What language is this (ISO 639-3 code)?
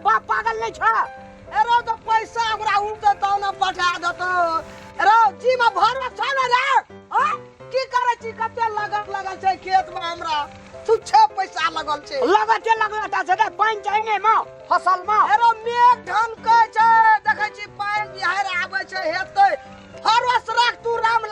mai